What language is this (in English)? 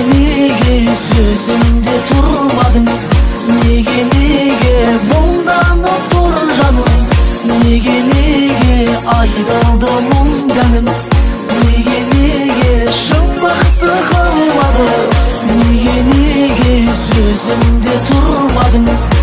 Kazakh